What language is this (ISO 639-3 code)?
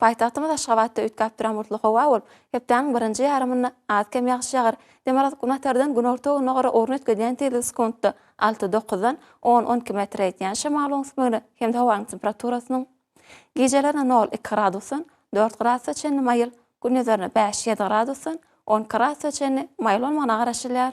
tuk